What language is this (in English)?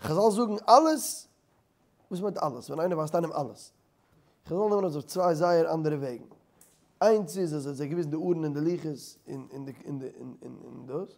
Yiddish